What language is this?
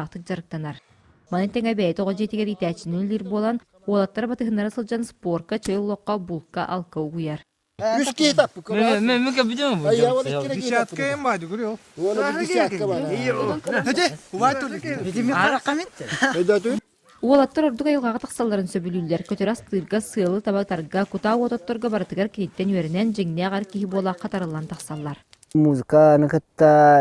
Yakut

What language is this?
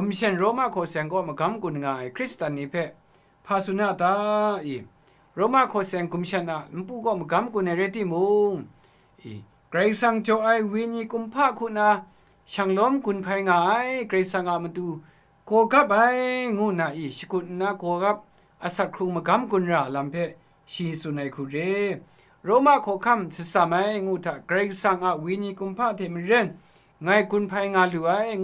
Kachin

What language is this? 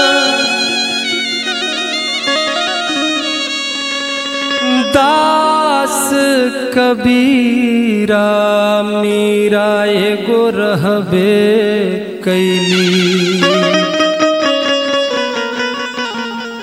Bhojpuri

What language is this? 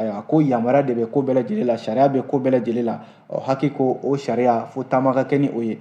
Bambara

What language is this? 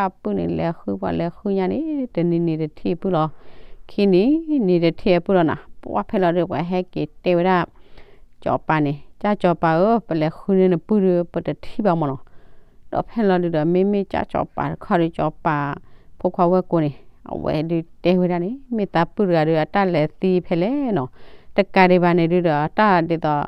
S'gaw Karen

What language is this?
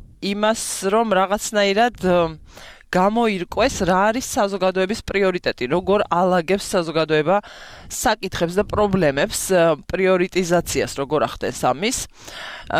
Georgian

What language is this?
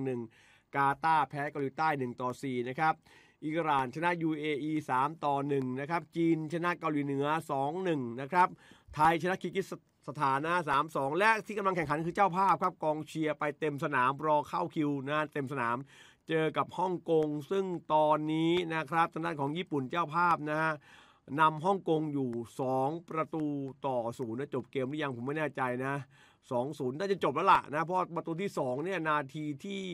Thai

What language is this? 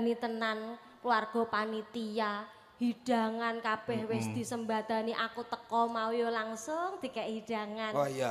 Javanese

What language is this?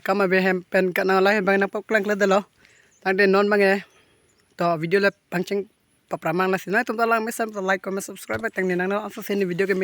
Karbi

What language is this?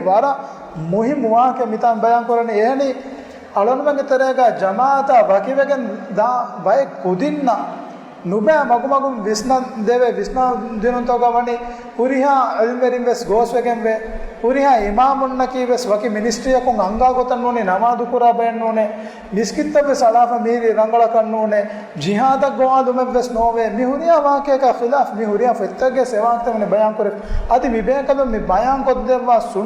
Divehi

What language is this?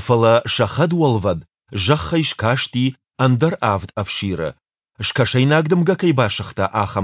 Ossetic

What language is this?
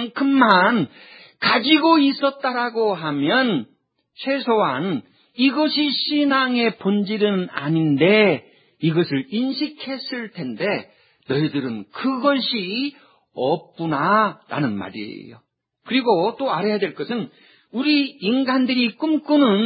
Korean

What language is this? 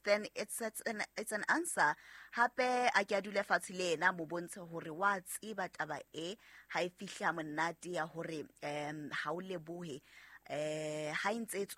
Southern Sotho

